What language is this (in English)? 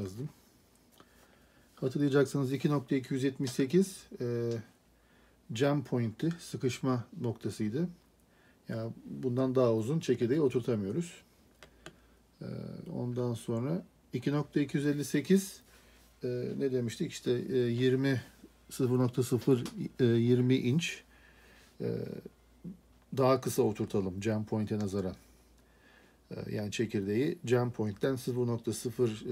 Turkish